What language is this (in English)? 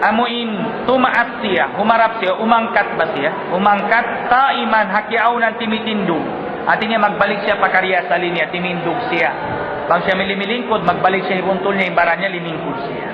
Tausug